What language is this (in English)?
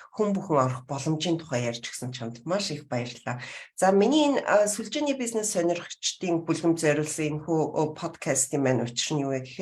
Mongolian